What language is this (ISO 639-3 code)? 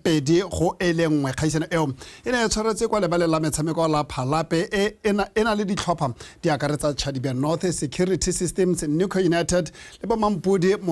tsn